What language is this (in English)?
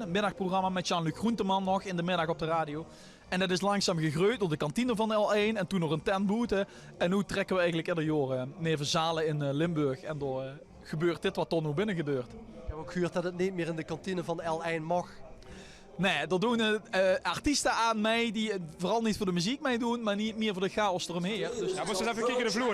Limburgish